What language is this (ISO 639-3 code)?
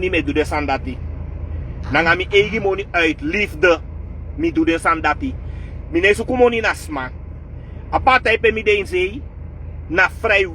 srn